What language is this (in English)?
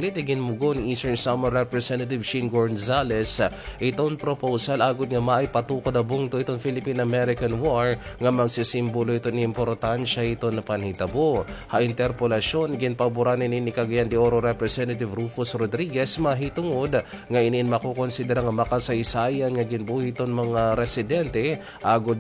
Waray